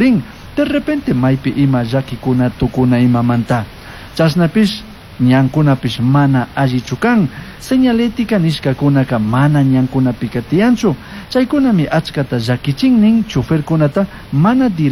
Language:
Chimborazo Highland Quichua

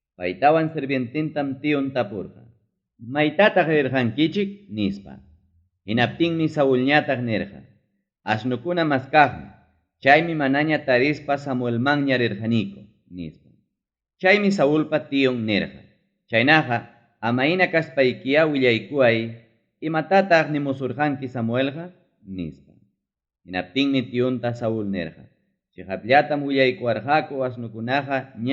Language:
Ayacucho Quechua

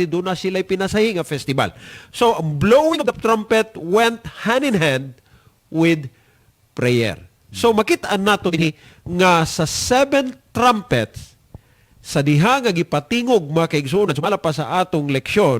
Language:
Cebuano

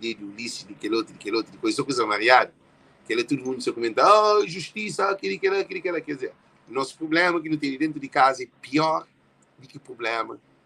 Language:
Kabuverdianu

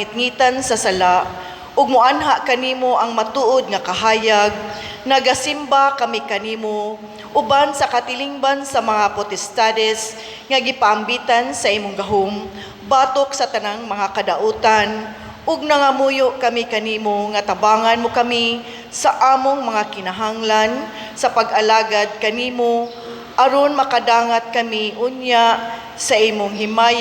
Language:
Cebuano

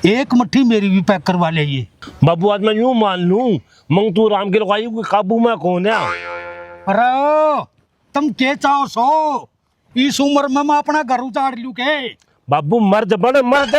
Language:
Haryanvi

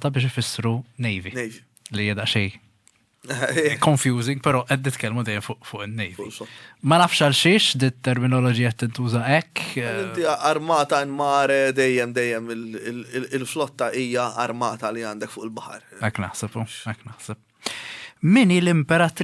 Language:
Maltese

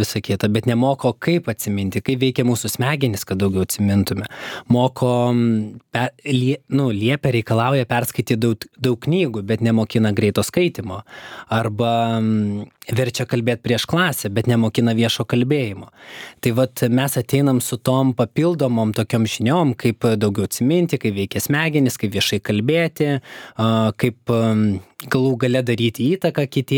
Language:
Lithuanian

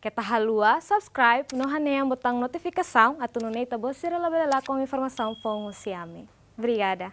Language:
Tetum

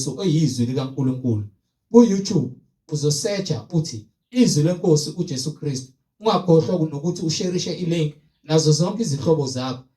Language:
Zulu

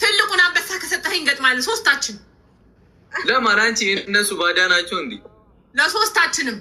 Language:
Amharic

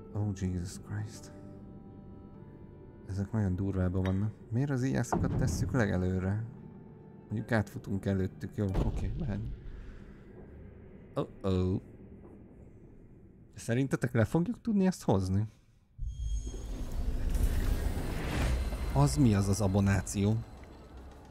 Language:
Hungarian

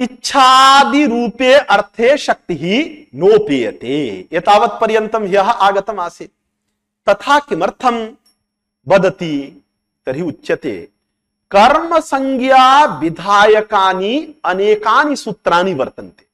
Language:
Sanskrit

